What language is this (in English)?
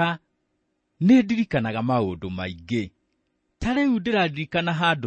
Kikuyu